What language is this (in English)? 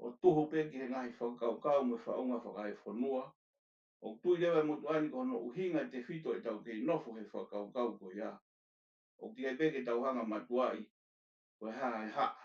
Tongan